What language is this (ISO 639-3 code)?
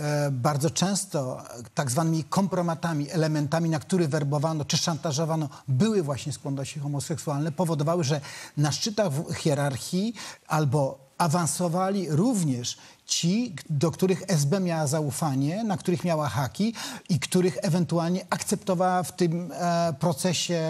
pol